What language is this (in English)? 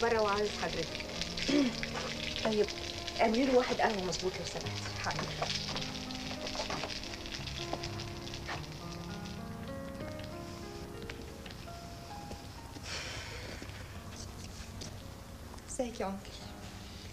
Egyptian Arabic